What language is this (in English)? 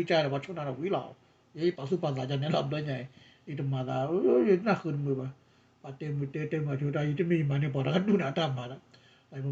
S'gaw Karen